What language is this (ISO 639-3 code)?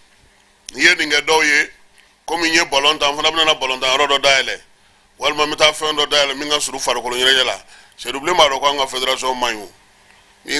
bam